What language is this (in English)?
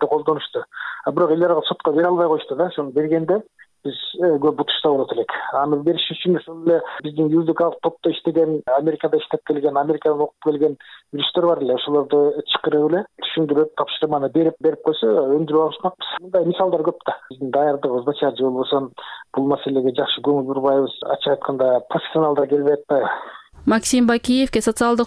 Kyrgyz